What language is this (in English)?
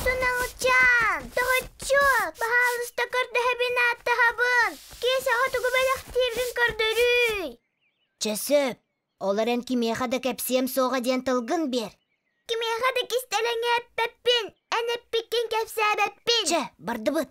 Yakut